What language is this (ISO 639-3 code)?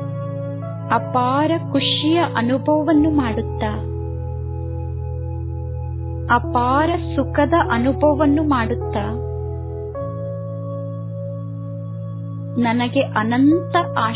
kan